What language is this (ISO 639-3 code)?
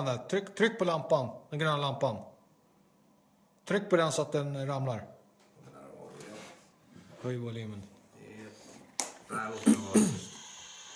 swe